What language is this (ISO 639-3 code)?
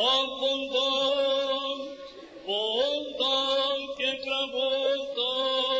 ell